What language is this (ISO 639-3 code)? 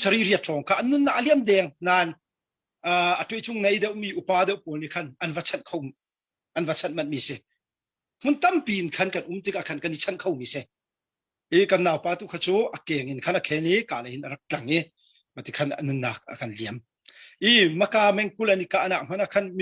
cnh